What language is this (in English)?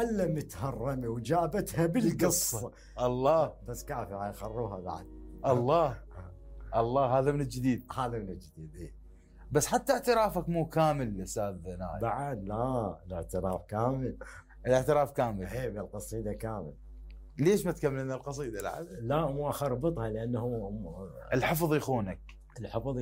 Mesopotamian Arabic